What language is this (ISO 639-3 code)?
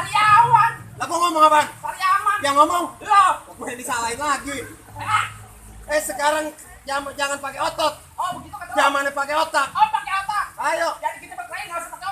bew